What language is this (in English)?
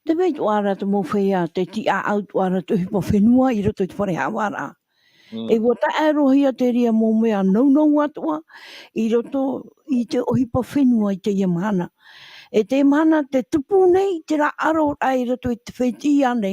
Tahitian